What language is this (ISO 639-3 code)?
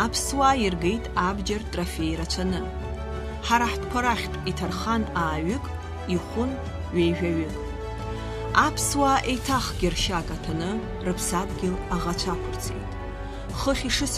abk